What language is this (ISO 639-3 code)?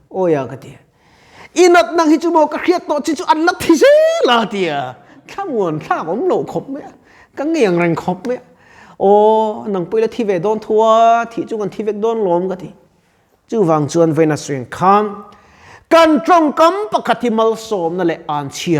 lus